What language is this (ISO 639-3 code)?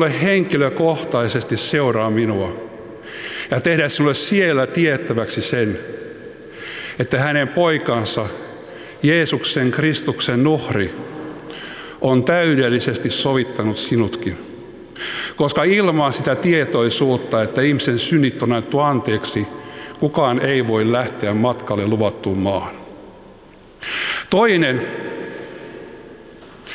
fin